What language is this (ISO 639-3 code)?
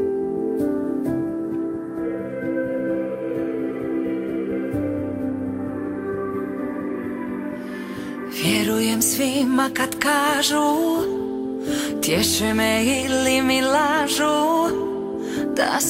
hrv